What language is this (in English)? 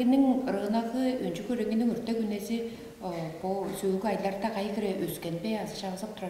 Tuvinian